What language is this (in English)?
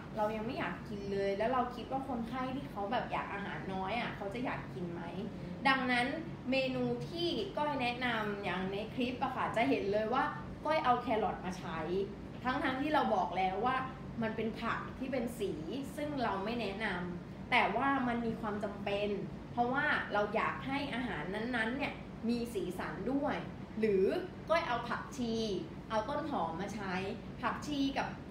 Thai